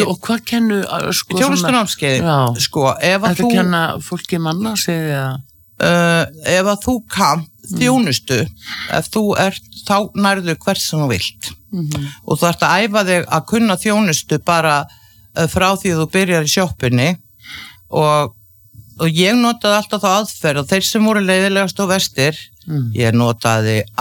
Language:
Icelandic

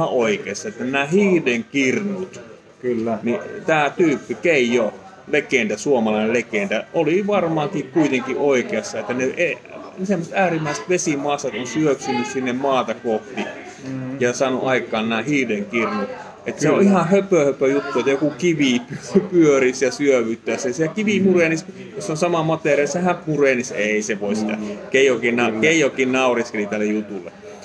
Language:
Finnish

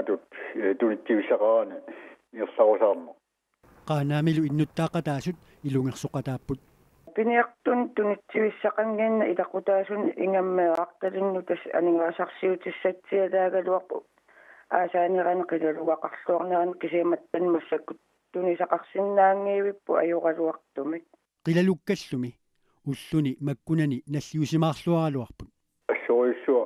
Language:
Kalaallisut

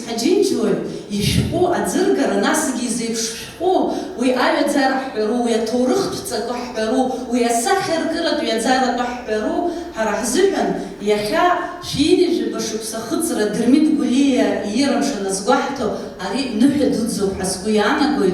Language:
Abkhazian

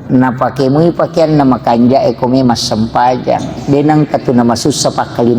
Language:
Buginese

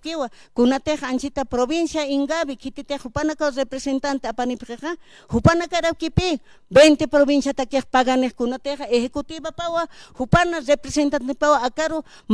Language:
Aymara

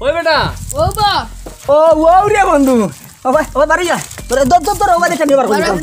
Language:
Sylheti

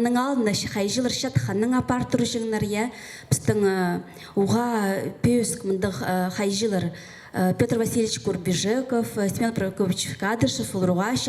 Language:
Khakas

